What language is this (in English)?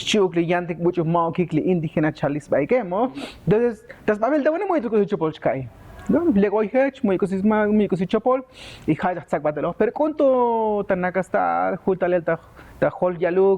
Tzotzil